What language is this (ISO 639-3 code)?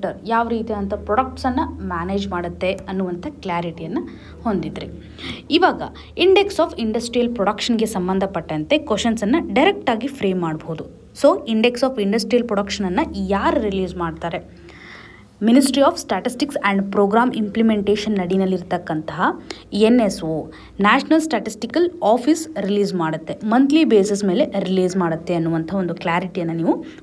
kan